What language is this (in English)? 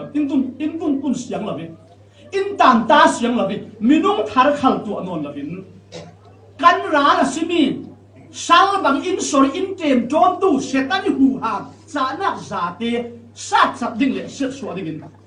Falam Chin